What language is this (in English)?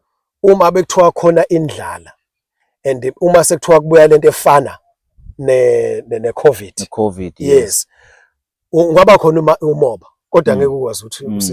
Zulu